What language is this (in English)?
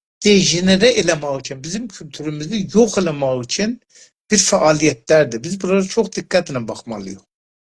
South Azerbaijani